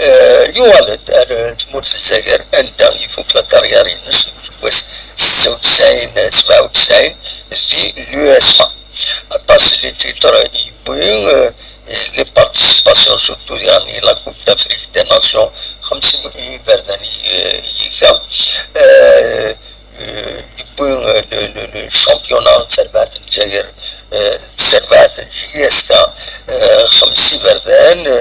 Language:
Kabyle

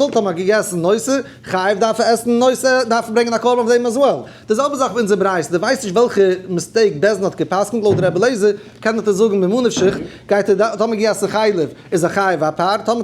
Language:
Yiddish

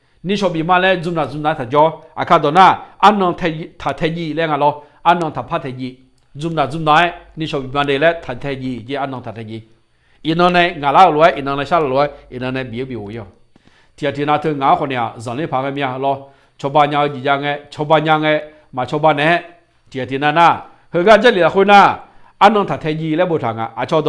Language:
Akha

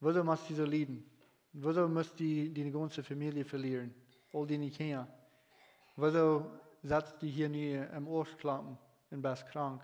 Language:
Plautdietsch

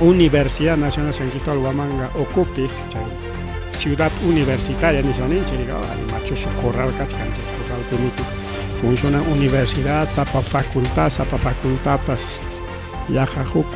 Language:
Ayacucho Quechua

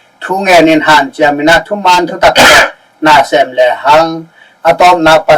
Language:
Tedim Chin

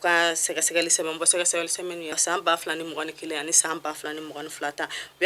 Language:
Bambara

